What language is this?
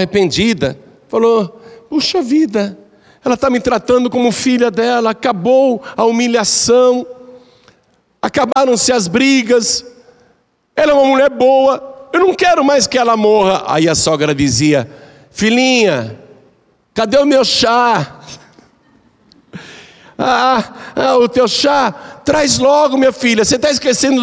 Portuguese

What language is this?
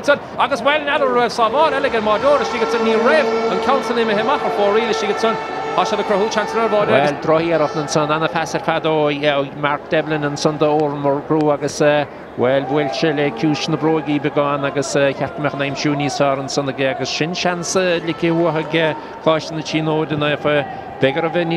Irish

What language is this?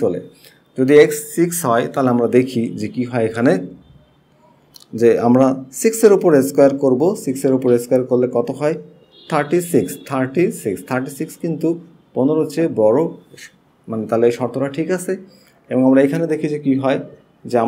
Bangla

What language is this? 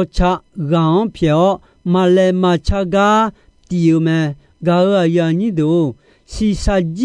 Akha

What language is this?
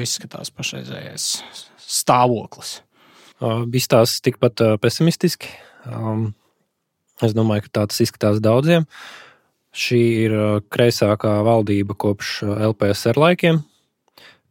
Latvian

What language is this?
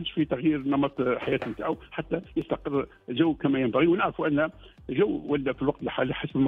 Tunisian Arabic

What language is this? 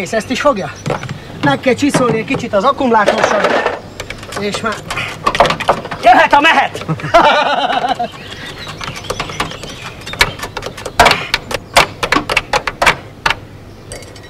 Hungarian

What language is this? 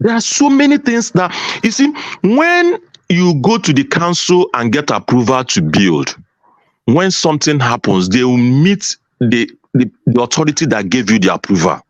Nigerian Pidgin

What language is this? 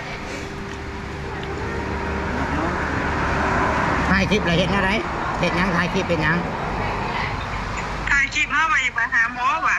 Northeastern Thai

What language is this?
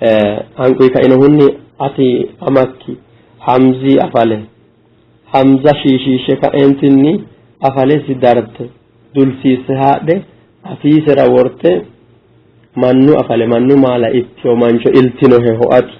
Sidamo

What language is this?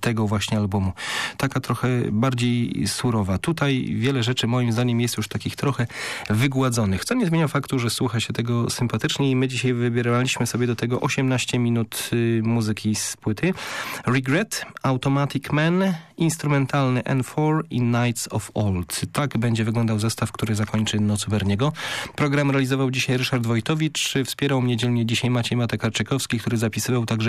Polish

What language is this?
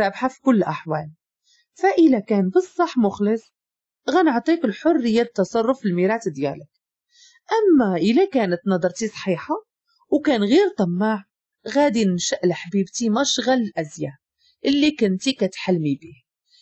Moroccan Arabic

